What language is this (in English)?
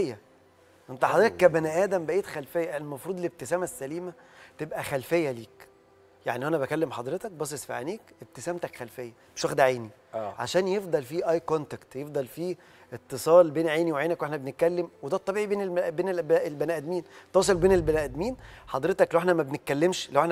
Egyptian Arabic